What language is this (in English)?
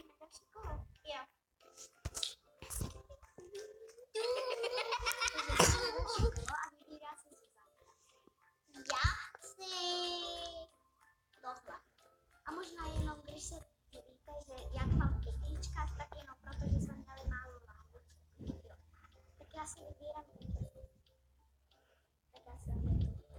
Czech